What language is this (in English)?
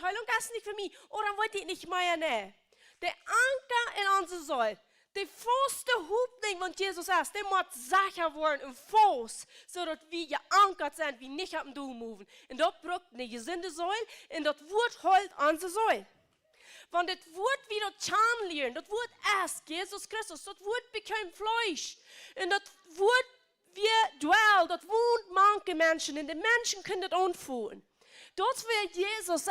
Plautdietsch